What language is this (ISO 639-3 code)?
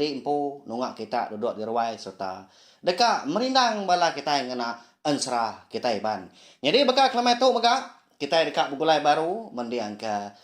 iba